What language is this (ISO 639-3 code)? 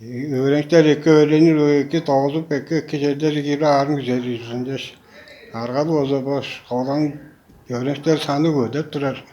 tyv